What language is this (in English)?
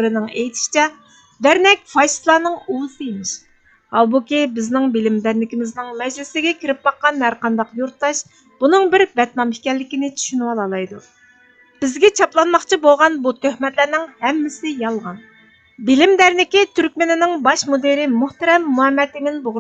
Uyghur